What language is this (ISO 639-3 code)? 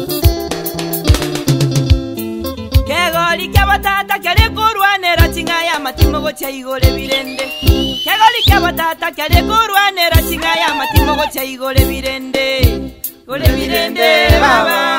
guz